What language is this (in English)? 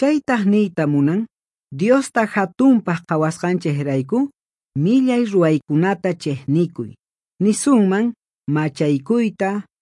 Quechua